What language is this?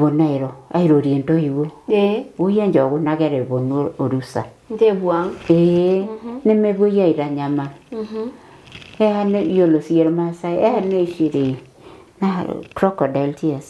Masai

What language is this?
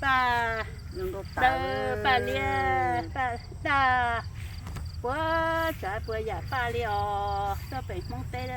Hmong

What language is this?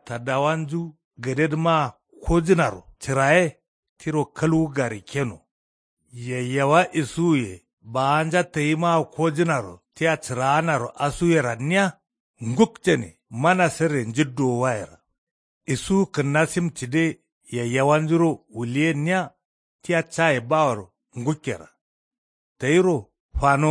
Kanuri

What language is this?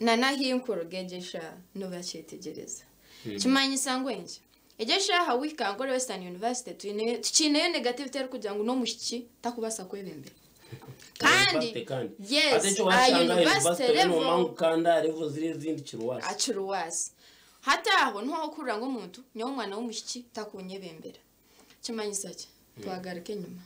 Nyankole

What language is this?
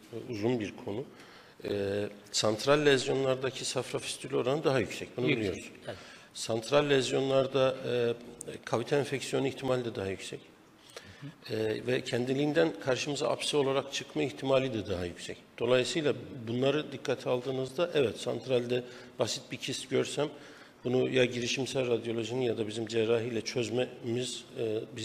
Turkish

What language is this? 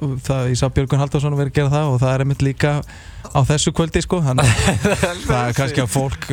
Icelandic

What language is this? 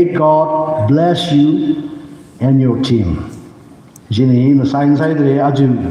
Tangkhul Naga (India)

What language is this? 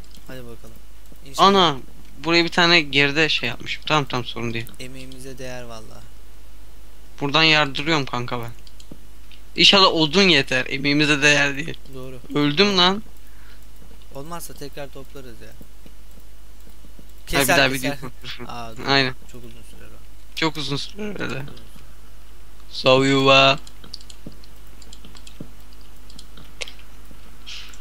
Turkish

